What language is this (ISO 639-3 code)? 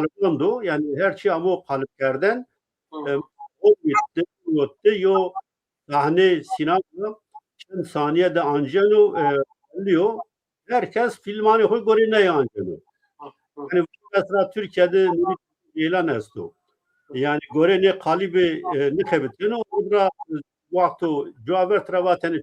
zza